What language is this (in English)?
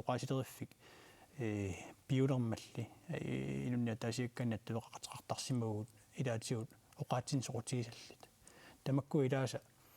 Kalaallisut